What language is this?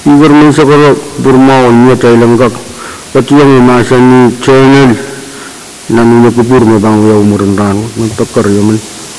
Pohnpeian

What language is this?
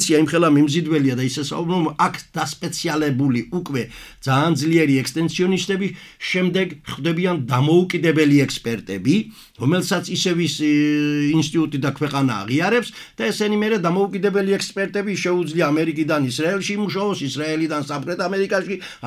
Georgian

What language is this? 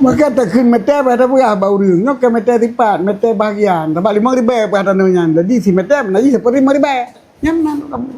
Achinese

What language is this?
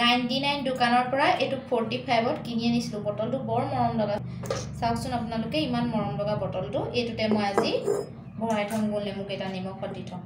Assamese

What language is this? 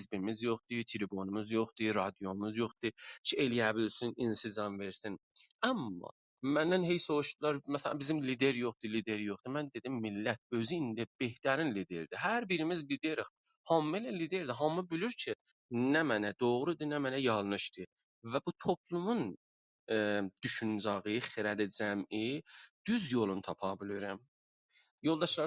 South Azerbaijani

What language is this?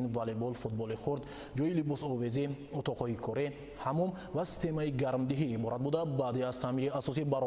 Tajik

